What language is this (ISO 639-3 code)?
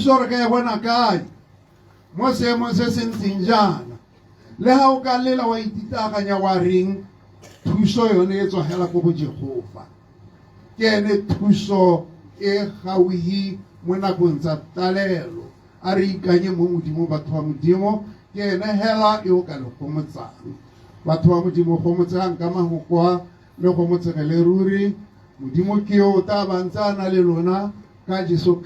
tsn